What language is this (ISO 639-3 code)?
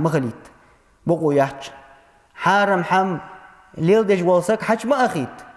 inh